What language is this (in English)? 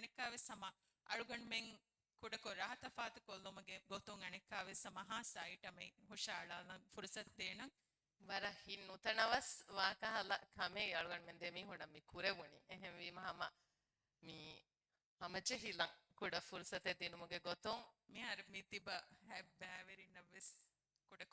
Divehi